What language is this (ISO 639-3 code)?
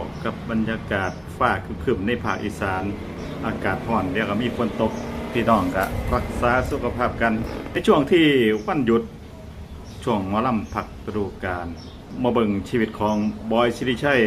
lao